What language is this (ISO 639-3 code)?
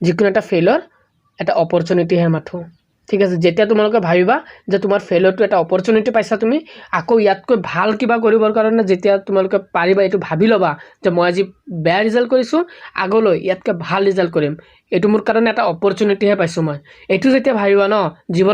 asm